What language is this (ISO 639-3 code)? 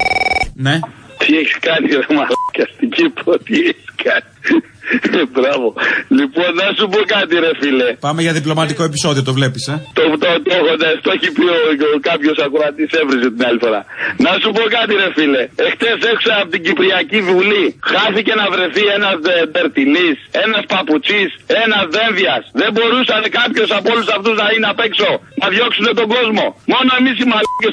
ell